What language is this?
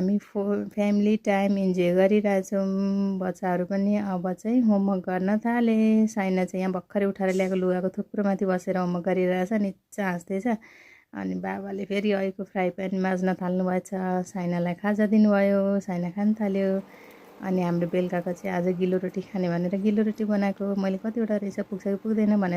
Nepali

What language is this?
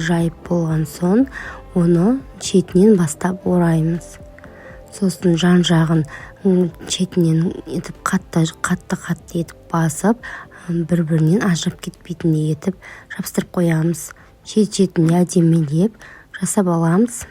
Kazakh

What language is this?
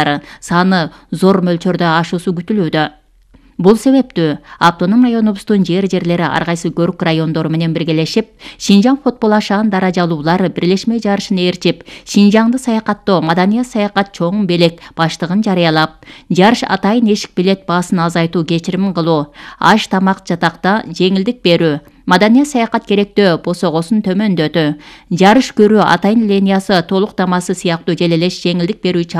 Kyrgyz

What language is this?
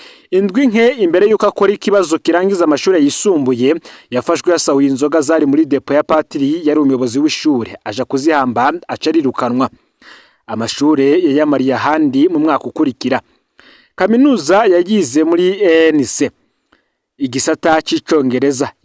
Rundi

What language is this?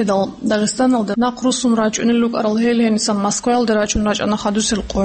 Avaric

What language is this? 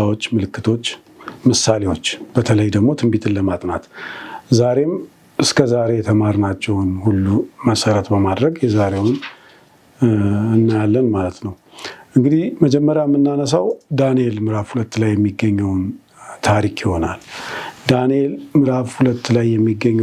Amharic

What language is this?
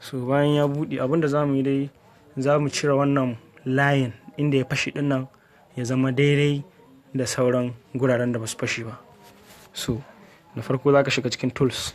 Hausa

